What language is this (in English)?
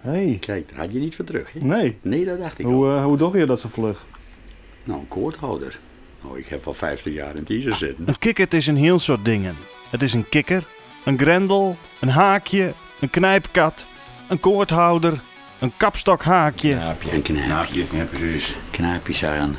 Western Frisian